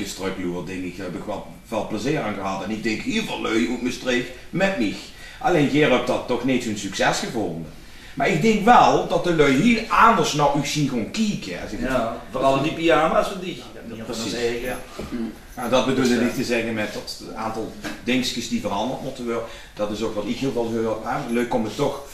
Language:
Limburgish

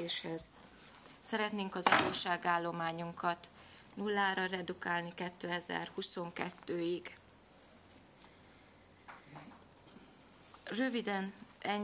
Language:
Hungarian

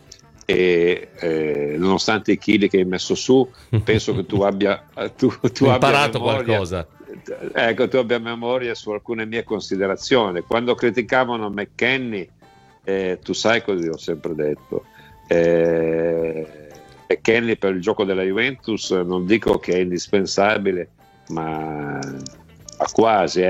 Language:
Italian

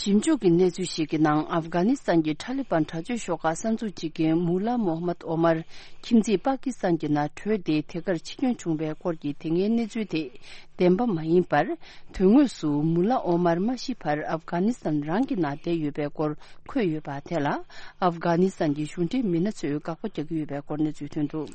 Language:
Tibetan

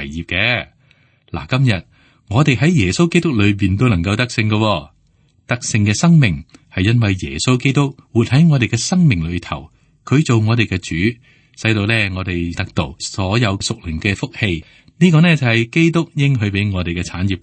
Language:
Cantonese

